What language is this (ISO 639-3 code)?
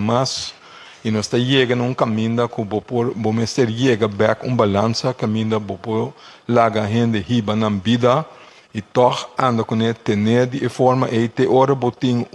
pap